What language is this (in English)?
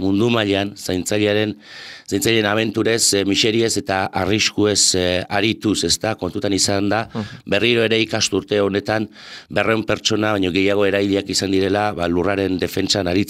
Basque